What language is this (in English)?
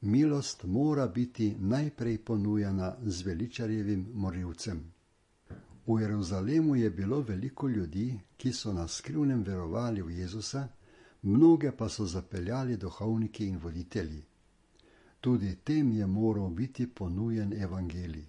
Slovenian